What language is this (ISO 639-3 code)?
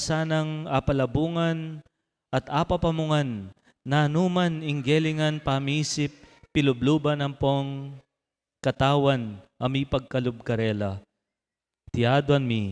pam